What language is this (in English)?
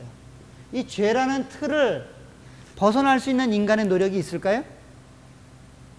Korean